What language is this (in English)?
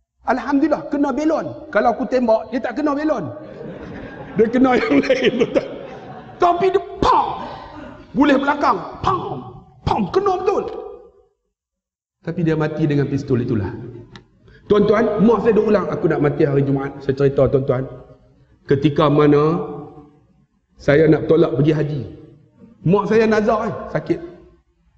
Malay